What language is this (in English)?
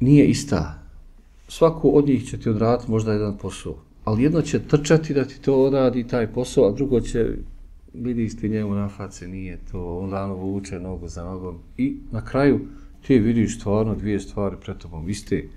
Bosnian